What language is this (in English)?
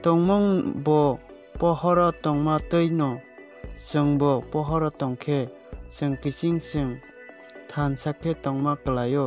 Kok Borok